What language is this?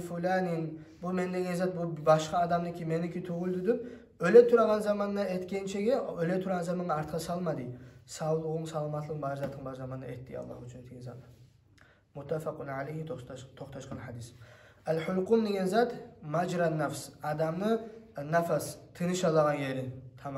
Kumyk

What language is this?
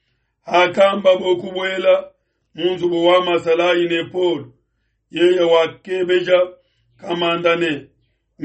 Luba-Lulua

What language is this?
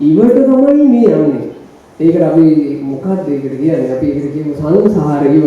Sinhala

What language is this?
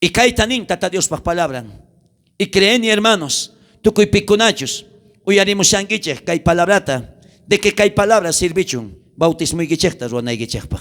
South Bolivian Quechua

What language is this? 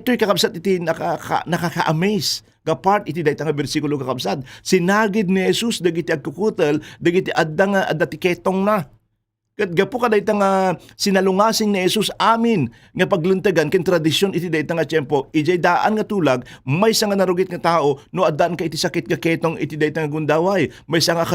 Iloko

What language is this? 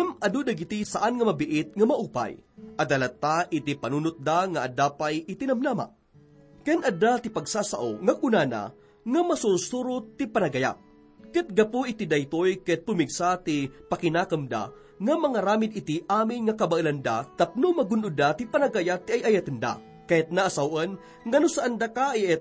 Iloko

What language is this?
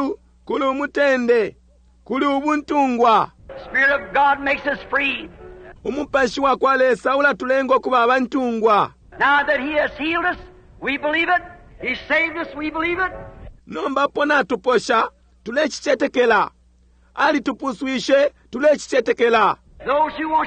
Bemba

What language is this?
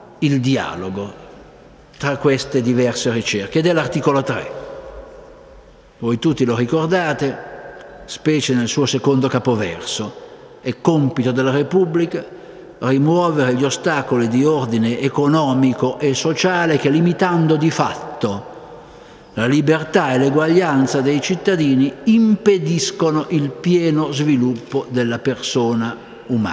Italian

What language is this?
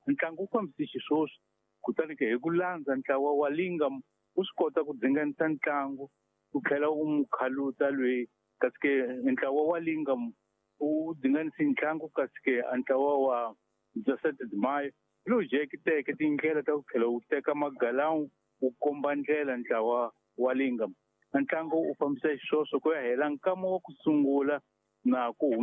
Tsonga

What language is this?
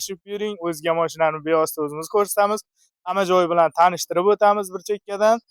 Uzbek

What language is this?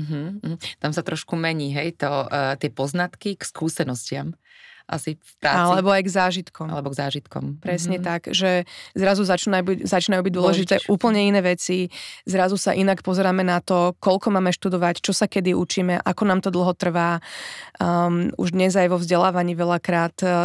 Slovak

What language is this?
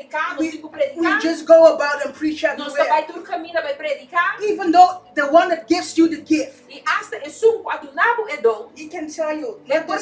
Papiamento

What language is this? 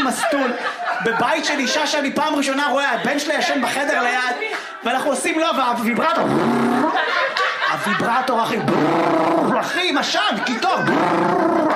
Hebrew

